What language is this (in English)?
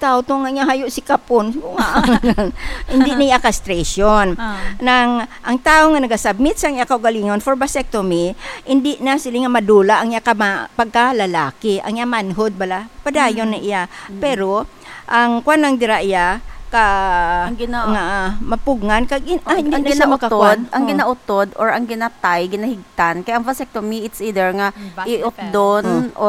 Hiligaynon